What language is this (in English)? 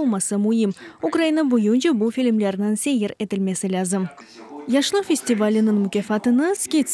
Crimean Tatar